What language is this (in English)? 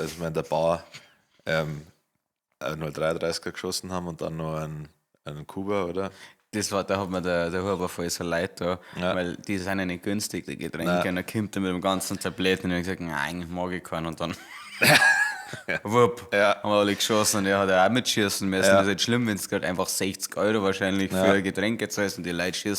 Bavarian